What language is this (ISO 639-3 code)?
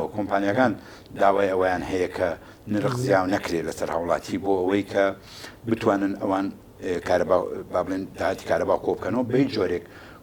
ckb